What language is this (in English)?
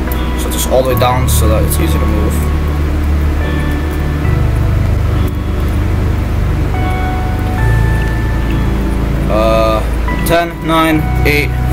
English